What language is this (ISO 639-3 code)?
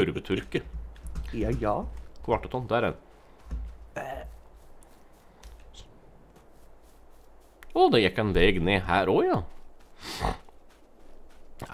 nor